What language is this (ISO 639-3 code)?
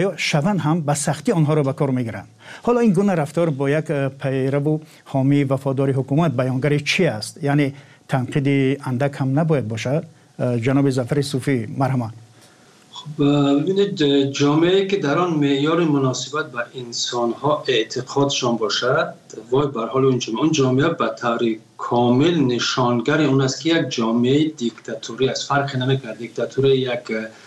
fas